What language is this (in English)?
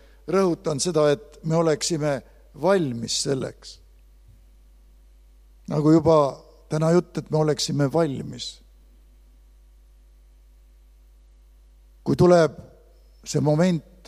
Estonian